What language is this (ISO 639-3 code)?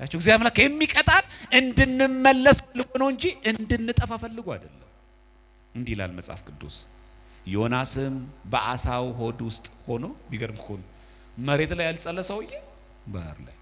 amh